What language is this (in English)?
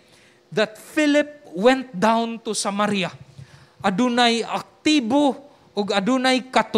Cebuano